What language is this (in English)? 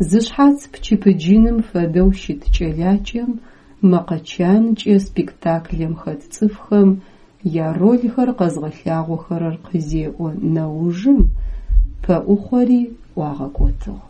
Adyghe